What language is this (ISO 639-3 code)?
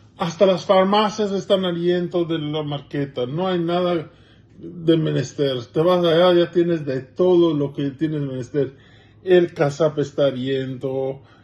lad